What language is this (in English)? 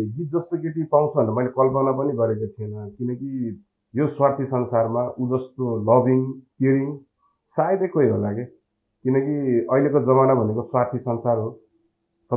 Nepali